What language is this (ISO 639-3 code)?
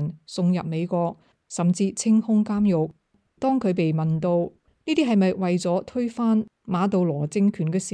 yue